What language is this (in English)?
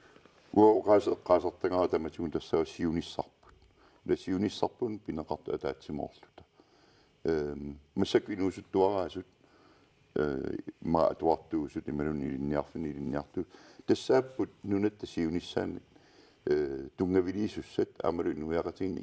Kalaallisut